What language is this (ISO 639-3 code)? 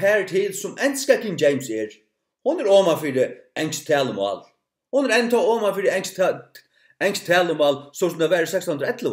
fao